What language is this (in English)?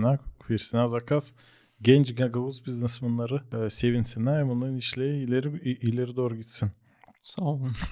Gagauz